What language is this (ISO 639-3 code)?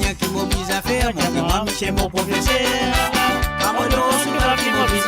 mfe